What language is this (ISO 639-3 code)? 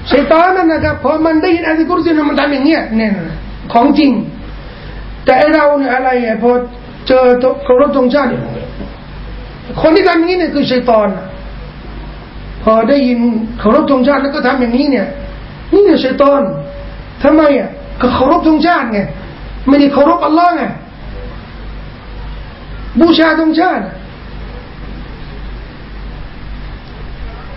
tha